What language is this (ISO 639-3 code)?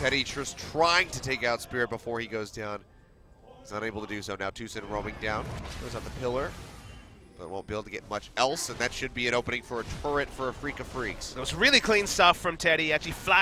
eng